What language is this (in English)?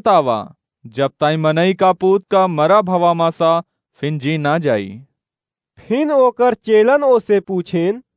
Awadhi